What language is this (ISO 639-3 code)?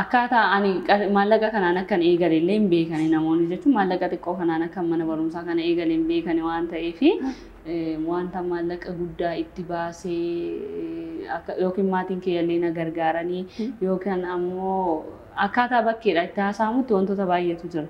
orm